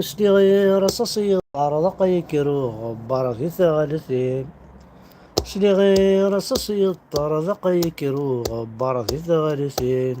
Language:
Kabyle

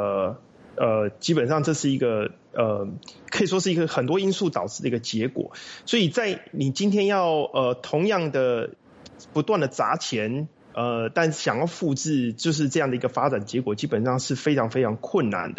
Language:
Chinese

